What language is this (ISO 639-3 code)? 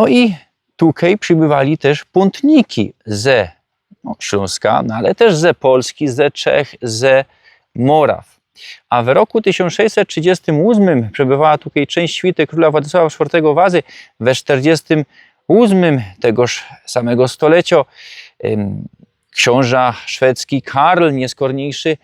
szl